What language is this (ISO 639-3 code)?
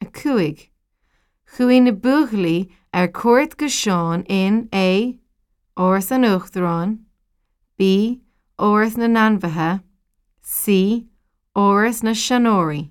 gle